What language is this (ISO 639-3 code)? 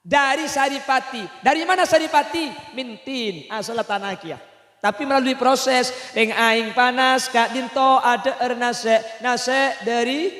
mad